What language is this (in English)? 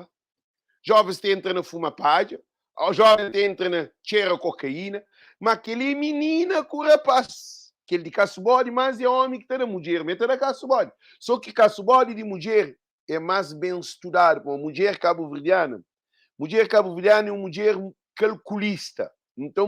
Kabuverdianu